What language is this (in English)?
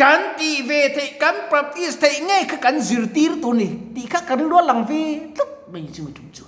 Mizo